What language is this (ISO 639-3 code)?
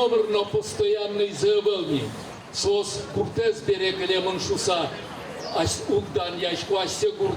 udm